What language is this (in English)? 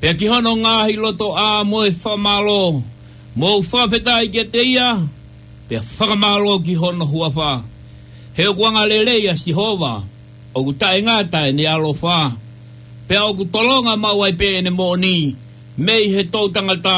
Tongan